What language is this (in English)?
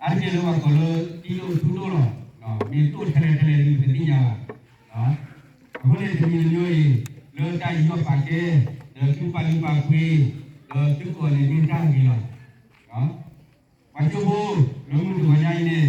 S'gaw Karen